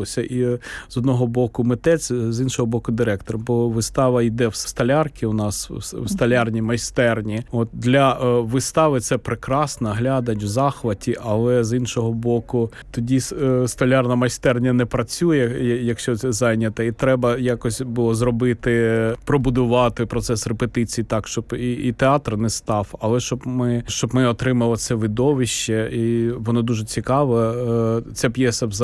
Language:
Ukrainian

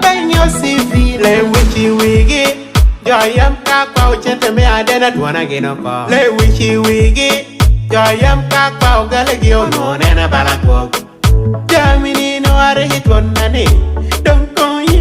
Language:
Lango (Uganda)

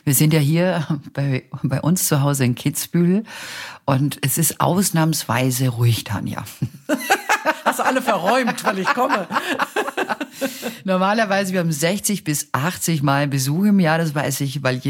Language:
German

